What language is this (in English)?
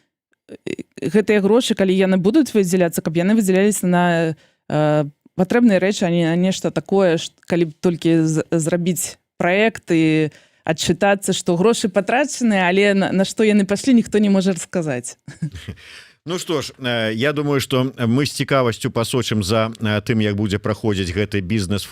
Belarusian